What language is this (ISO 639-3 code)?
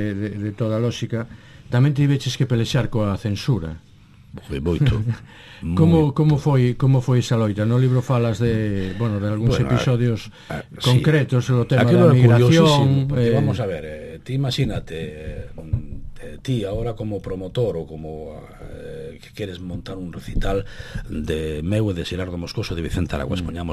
glg